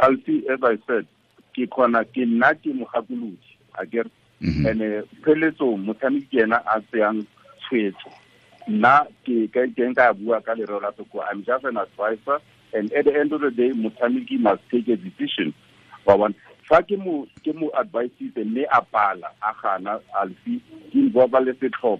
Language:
Tswana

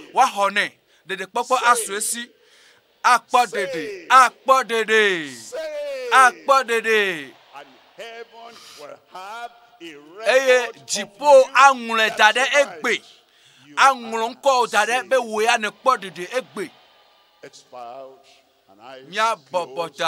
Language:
Ewe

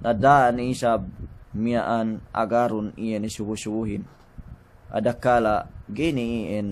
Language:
Yakan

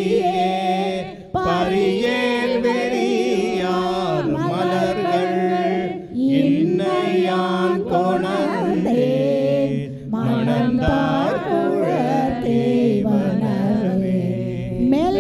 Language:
Tamil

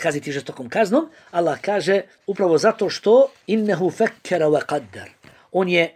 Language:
Bosnian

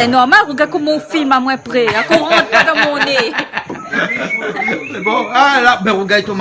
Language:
Réunion Creole French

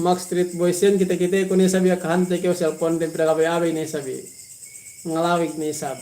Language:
Yakan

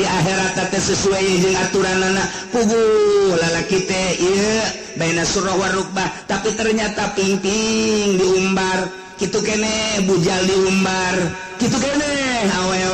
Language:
Sundanese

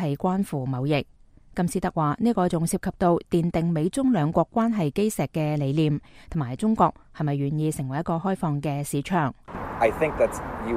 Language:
Cantonese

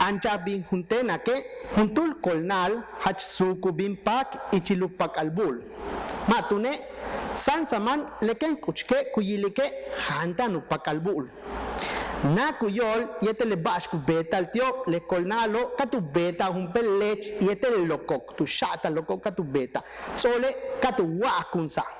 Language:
Yucateco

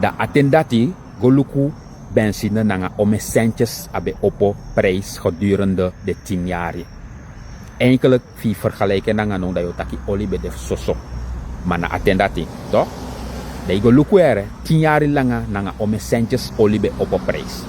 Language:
Sranan Tongo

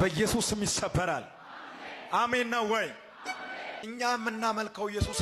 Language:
Amharic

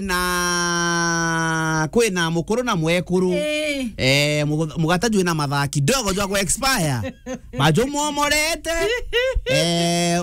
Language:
Meru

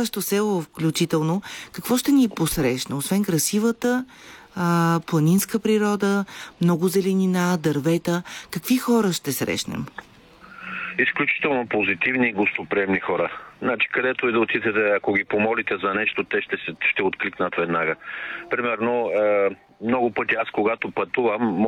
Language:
Bulgarian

